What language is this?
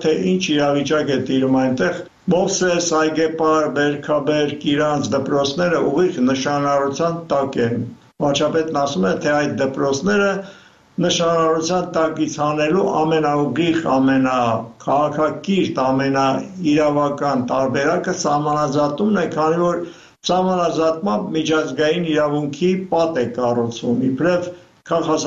Armenian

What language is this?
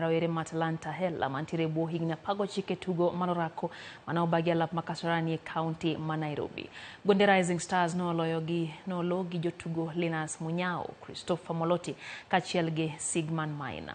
Luo (Kenya and Tanzania)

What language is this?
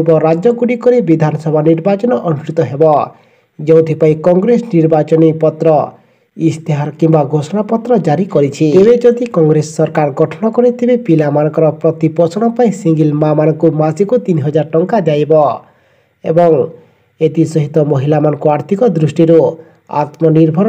Odia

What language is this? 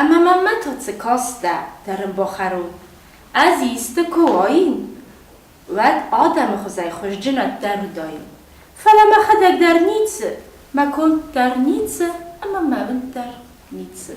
Ossetic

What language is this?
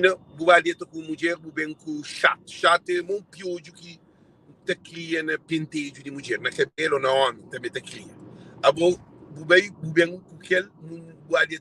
Kabuverdianu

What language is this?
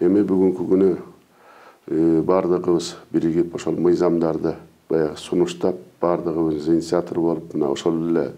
Kyrgyz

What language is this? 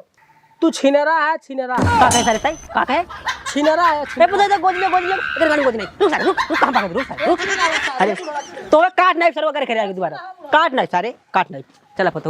Awadhi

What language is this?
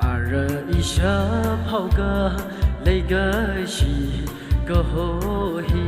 Tangkhul Naga (India)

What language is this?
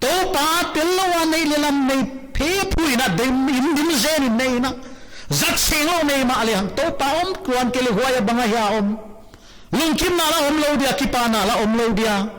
Paite Chin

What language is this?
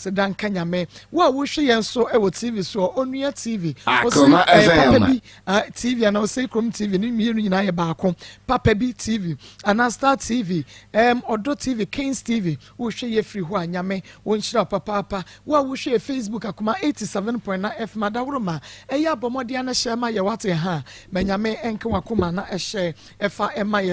Akan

